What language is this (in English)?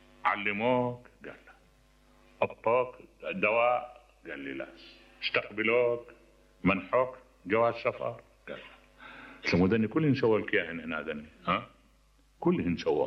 Mesopotamian Arabic